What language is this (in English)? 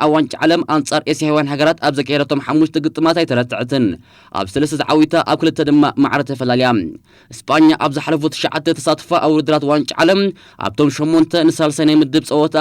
Tigrinya